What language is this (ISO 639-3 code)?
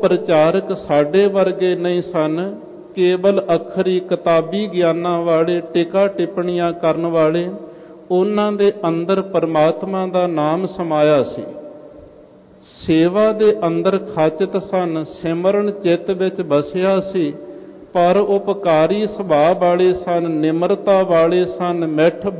pan